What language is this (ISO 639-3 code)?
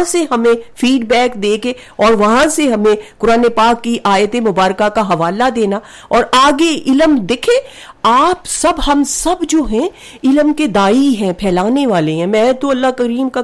urd